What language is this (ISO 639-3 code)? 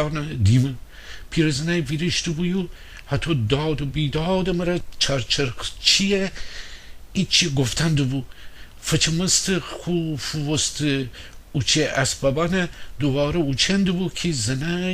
glk